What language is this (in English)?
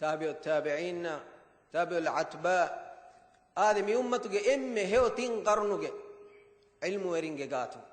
Divehi